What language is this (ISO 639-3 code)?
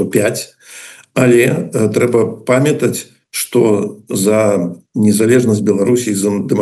bel